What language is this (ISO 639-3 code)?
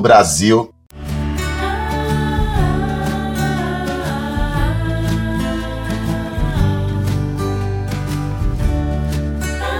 por